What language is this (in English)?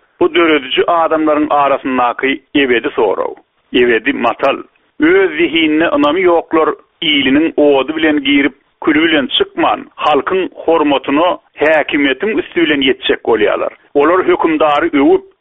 Turkmen